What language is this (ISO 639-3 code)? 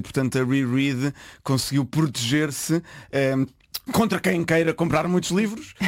por